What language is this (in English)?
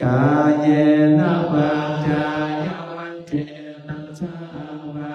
Pali